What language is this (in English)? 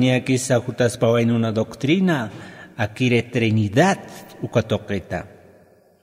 Aymara